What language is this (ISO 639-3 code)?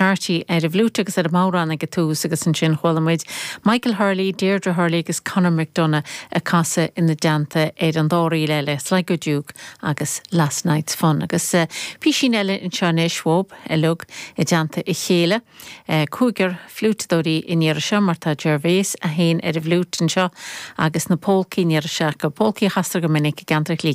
gle